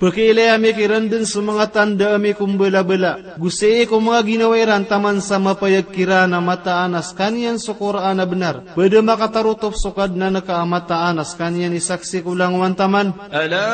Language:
Maranao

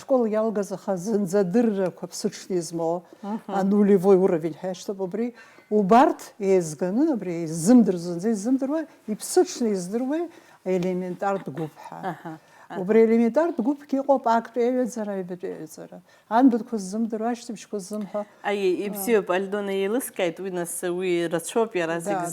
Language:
Abkhazian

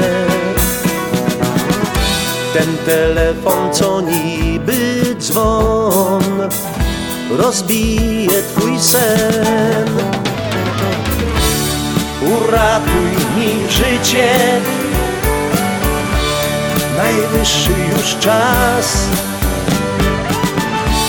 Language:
Polish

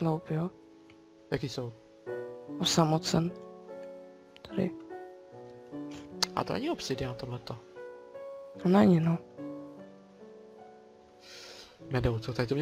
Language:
Czech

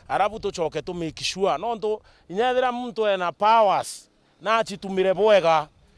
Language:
Meru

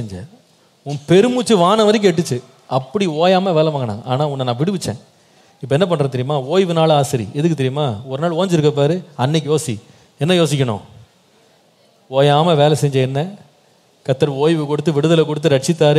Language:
Tamil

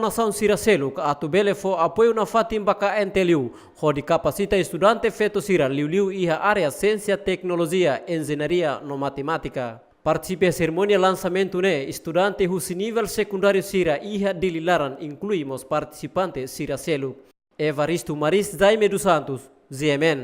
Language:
Tetum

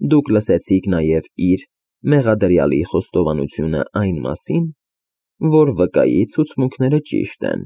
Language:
Armenian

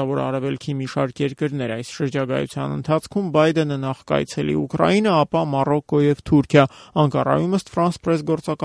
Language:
Armenian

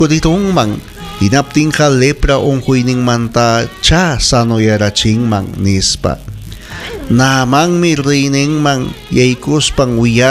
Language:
Ayacucho Quechua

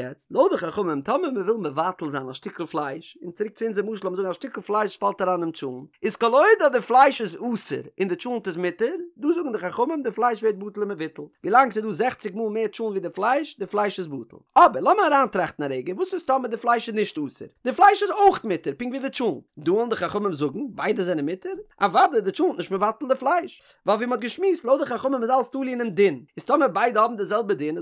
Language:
Yiddish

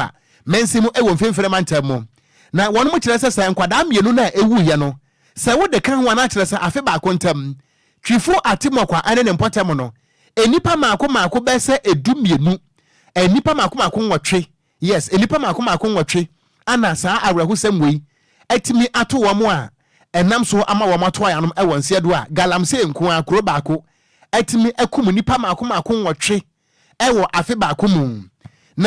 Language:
Akan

